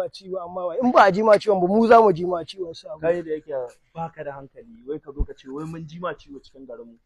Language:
Hausa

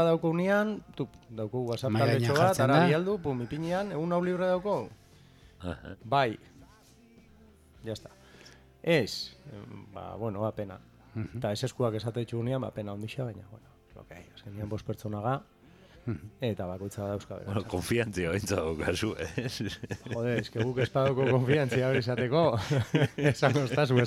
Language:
Basque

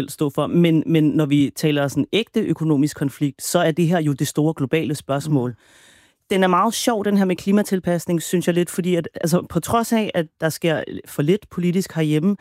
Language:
Danish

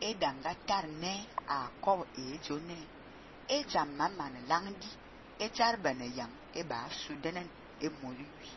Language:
Fang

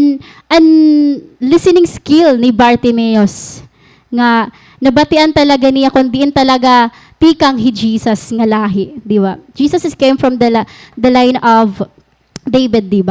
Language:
Waray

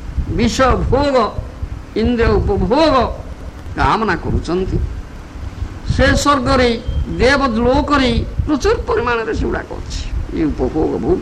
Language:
Odia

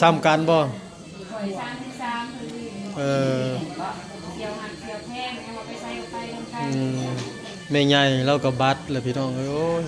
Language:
Northeastern Thai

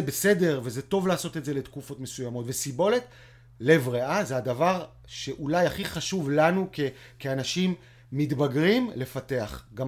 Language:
Hebrew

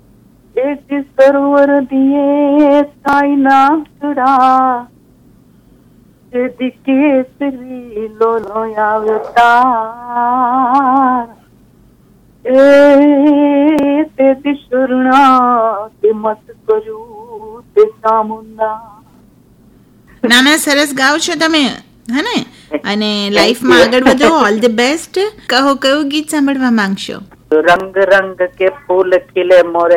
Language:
Gujarati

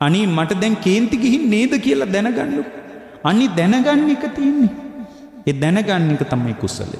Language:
Sinhala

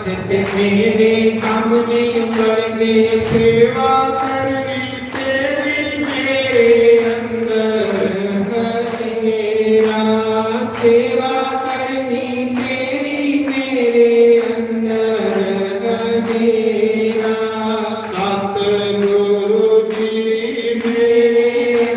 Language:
Dogri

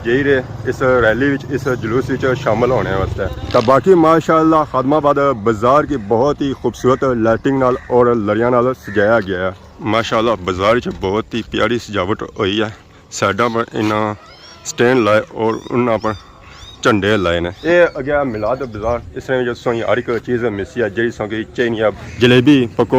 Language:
Pahari-Potwari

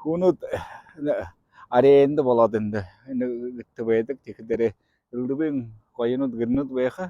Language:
Buriat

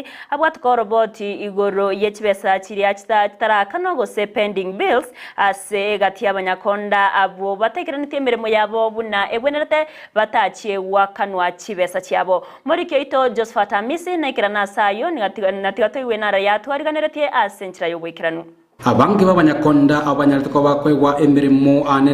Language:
Gusii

